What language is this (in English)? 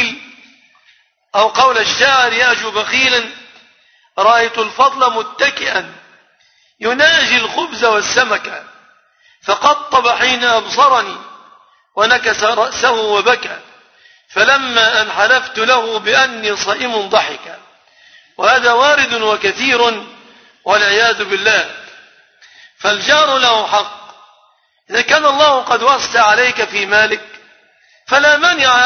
Arabic